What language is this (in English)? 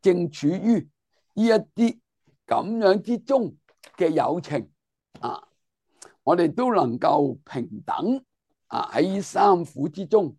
Cantonese